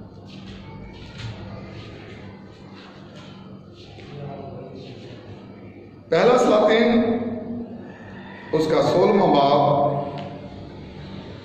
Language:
Urdu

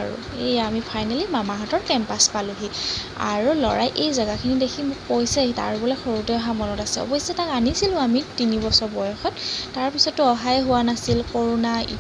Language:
Assamese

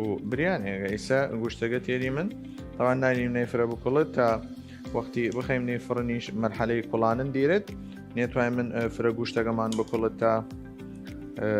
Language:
Southern Kurdish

